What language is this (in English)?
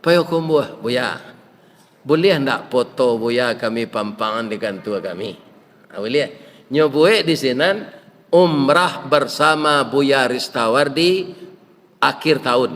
Minangkabau